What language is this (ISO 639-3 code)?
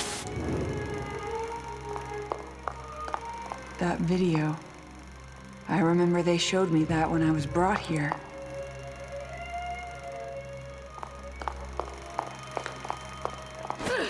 eng